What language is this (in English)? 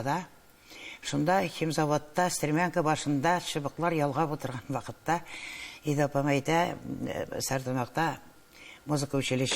Tatar